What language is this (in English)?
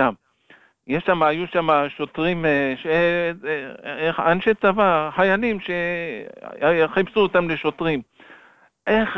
Hebrew